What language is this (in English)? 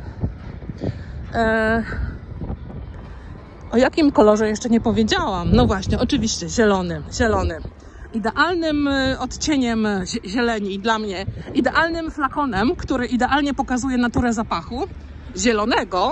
Polish